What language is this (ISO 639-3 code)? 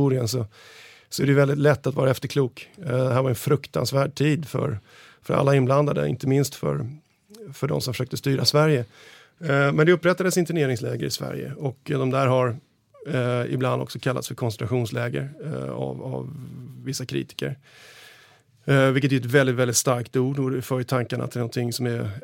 swe